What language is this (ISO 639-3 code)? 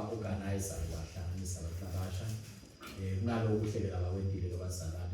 ssw